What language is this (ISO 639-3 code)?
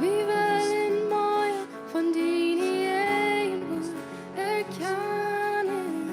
pdt